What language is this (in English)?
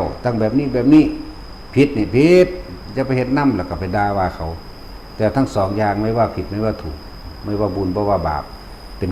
Northeastern Thai